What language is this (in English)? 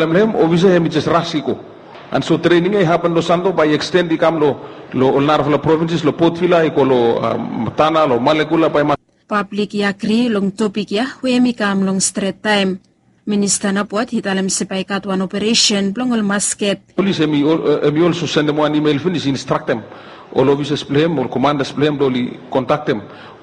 Bislama